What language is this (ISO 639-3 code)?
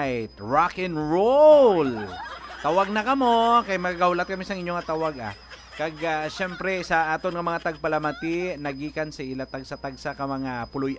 hil